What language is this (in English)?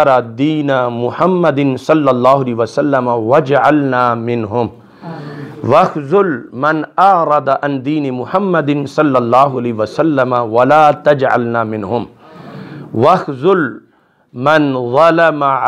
Urdu